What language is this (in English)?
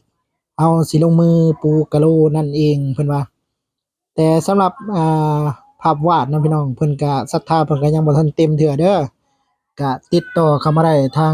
Lao